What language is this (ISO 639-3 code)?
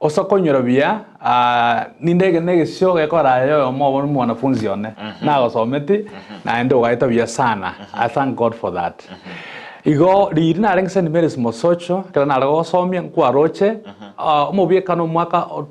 guz